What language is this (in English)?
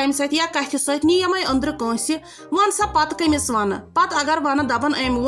Kashmiri